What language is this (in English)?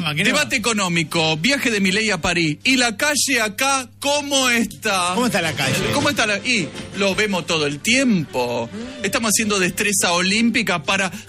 Spanish